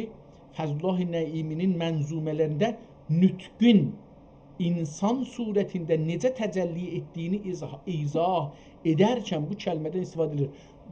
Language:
South Azerbaijani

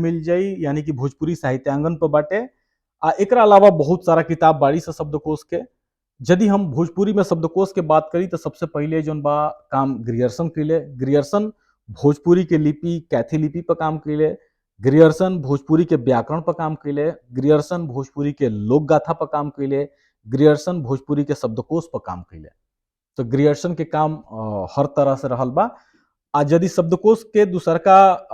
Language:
Bhojpuri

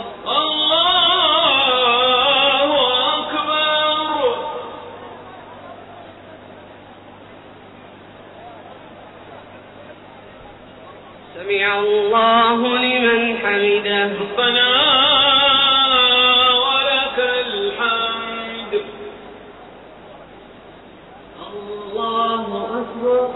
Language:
Arabic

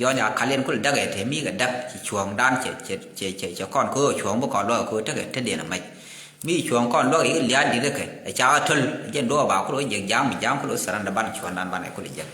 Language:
Nuer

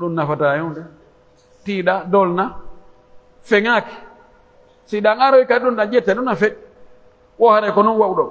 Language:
Pular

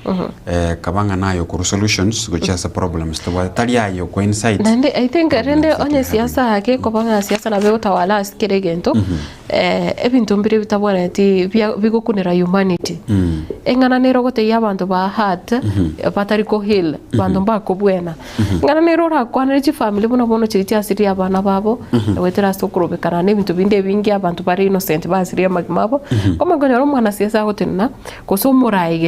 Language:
Gusii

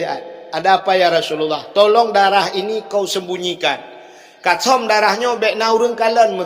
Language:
Achinese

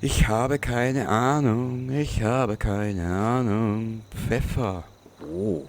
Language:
Bavarian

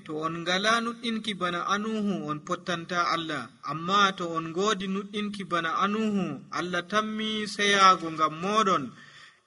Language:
Nigerian Fulfulde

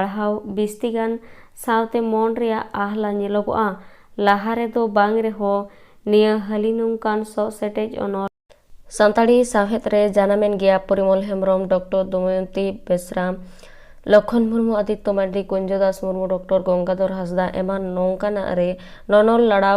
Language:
Santali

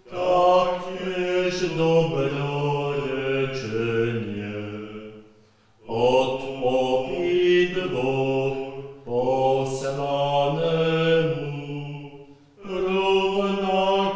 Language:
Slovak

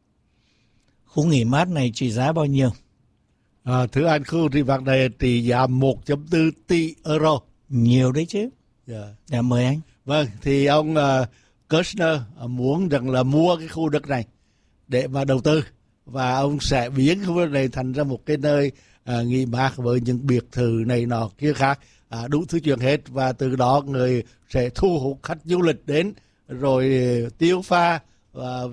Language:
Vietnamese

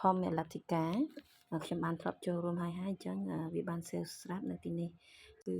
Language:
Khmer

